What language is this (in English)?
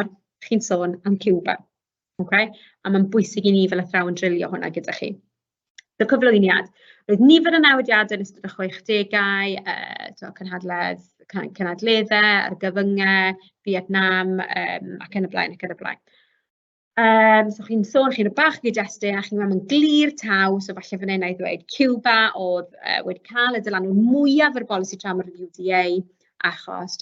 Welsh